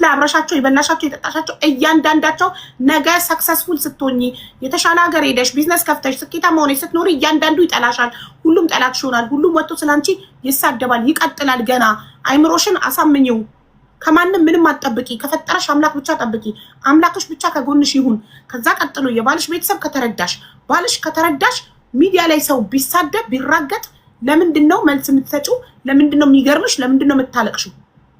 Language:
Amharic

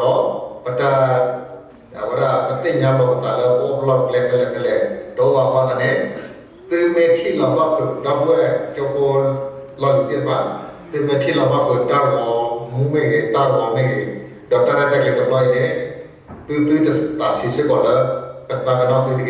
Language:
S'gaw Karen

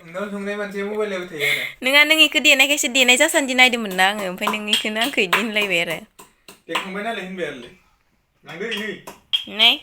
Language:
Bodo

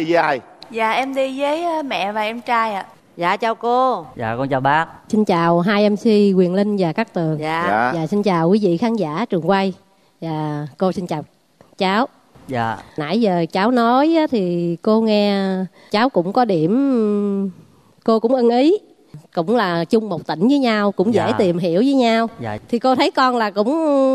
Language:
Vietnamese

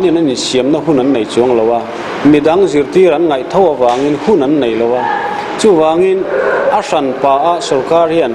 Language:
Mizo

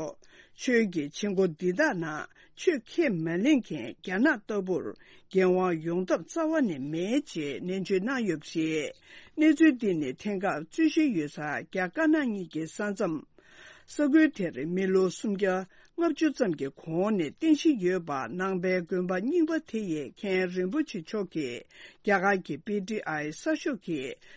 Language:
Tibetan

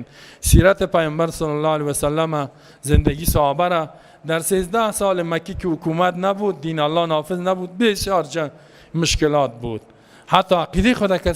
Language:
Persian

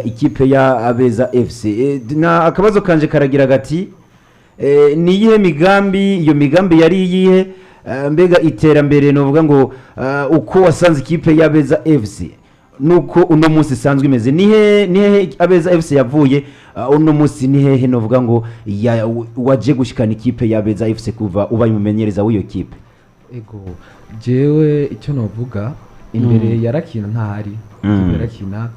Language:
Rundi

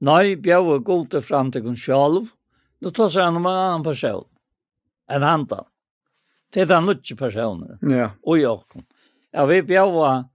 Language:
Faroese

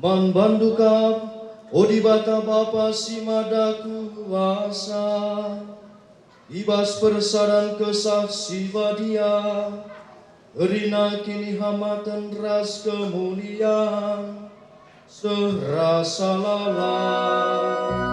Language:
Batak Karo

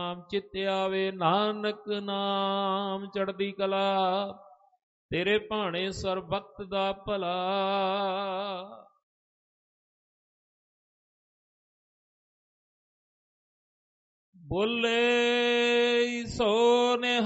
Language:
Punjabi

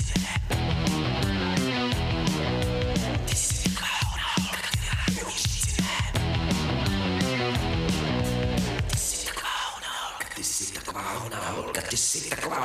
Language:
Czech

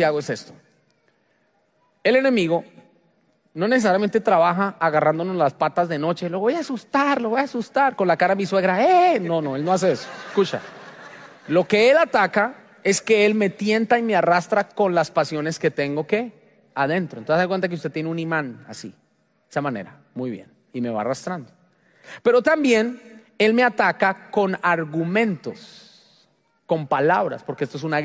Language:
Spanish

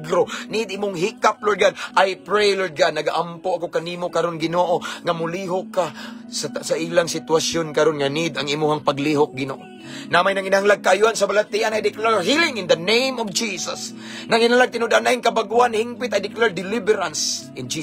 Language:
Cebuano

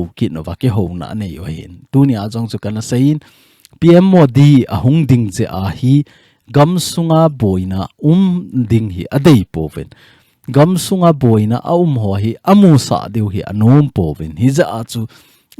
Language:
Thado Chin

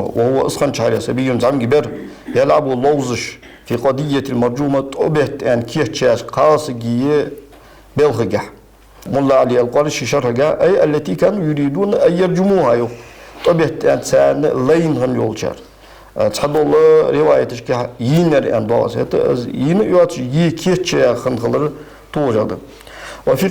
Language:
Ingush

